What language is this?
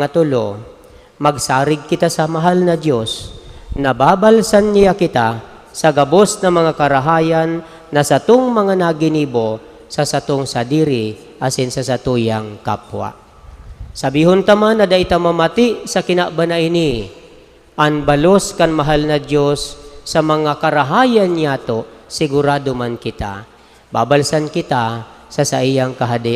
Bikol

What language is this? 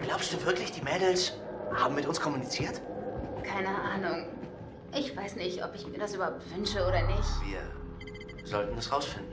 Swiss German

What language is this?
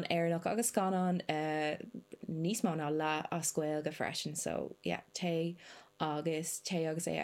Irish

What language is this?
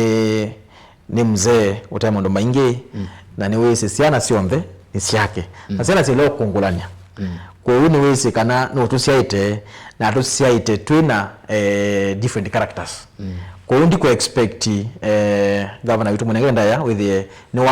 Kamba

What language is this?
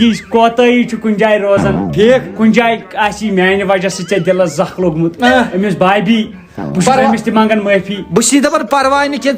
Kashmiri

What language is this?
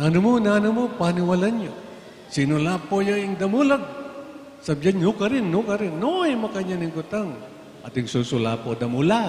Pampanga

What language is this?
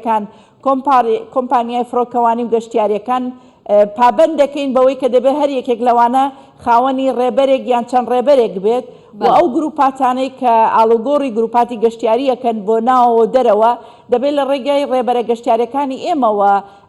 Central Kurdish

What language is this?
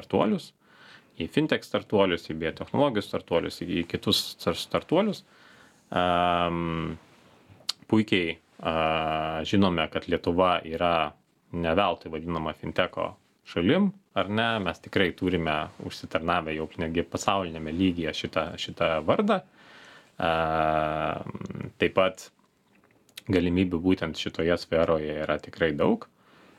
Lithuanian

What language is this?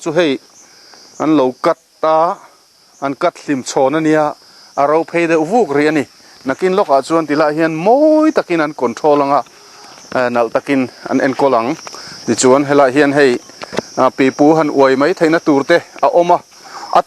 Mizo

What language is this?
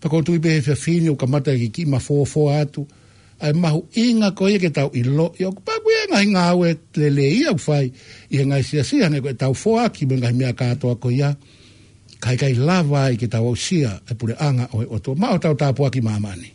Tongan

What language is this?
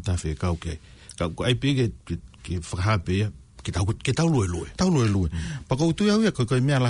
Tongan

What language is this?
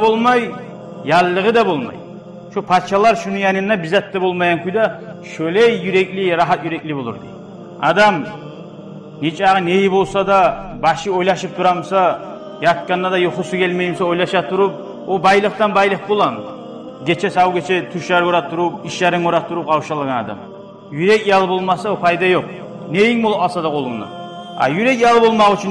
Kumyk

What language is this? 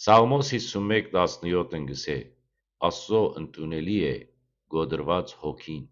Western Armenian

